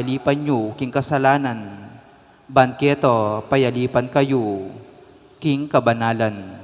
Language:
Pampanga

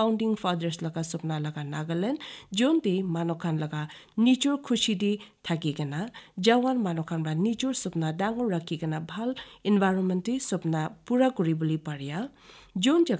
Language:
Naga Pidgin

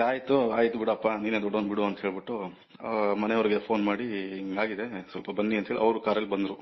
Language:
Kannada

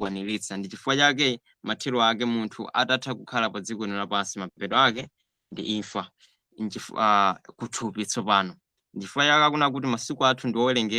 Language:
Nyanja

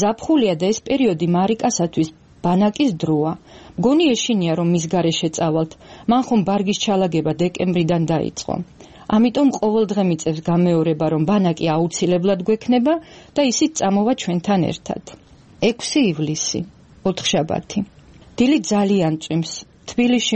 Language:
Georgian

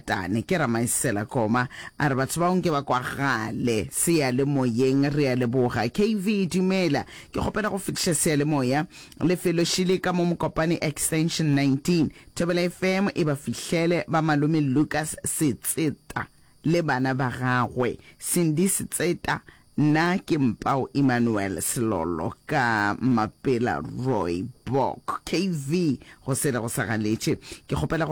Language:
Northern Sotho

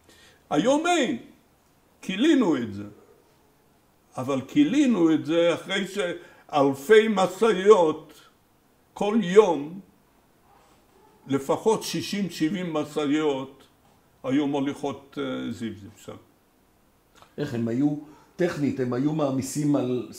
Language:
Hebrew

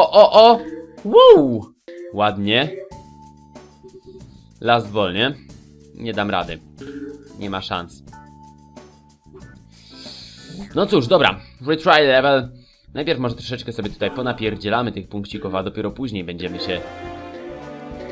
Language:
Polish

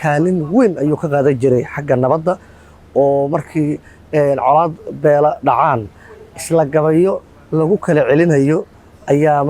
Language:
Somali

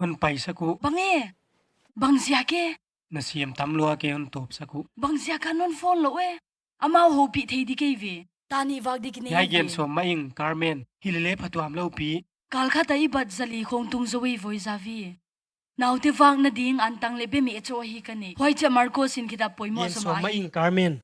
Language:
Paite Chin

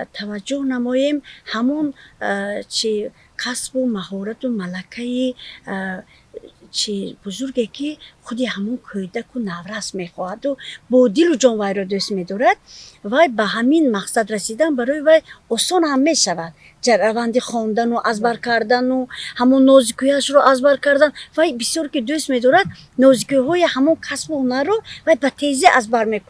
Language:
Tajik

